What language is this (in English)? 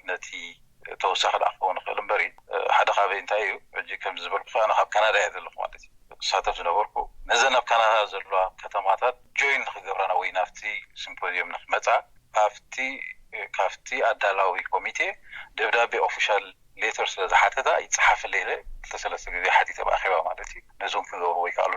Tigrinya